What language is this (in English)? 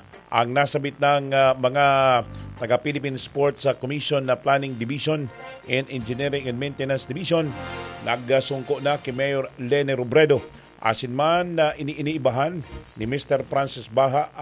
Bikol